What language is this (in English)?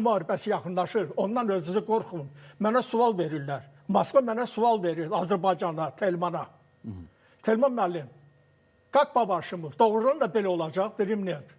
Azerbaijani